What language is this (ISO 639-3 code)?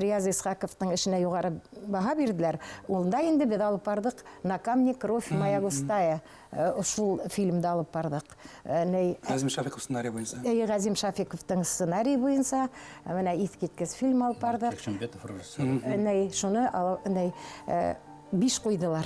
bak